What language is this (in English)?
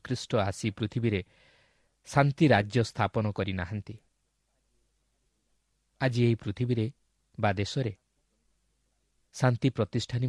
Odia